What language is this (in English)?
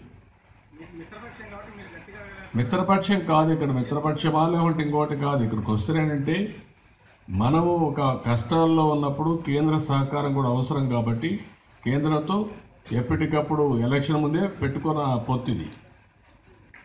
Telugu